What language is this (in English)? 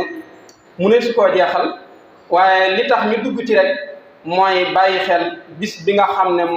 Wolof